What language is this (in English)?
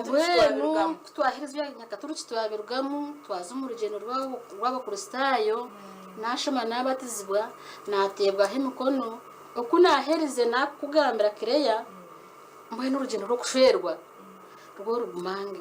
Nyankole